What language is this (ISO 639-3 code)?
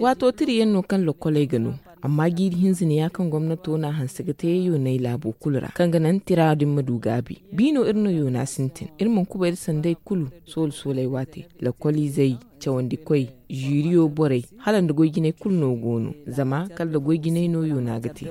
dje